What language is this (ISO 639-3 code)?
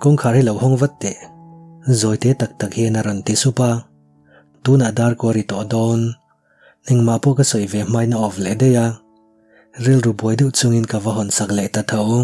lus